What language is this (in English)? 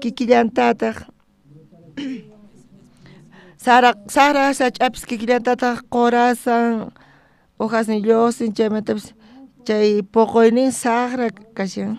South Bolivian Quechua